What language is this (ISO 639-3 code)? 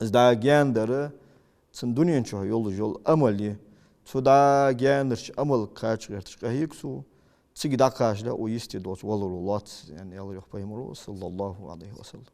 inh